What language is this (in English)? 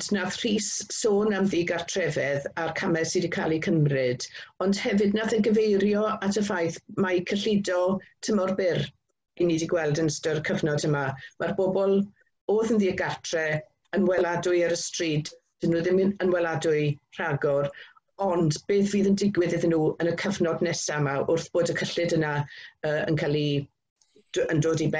Welsh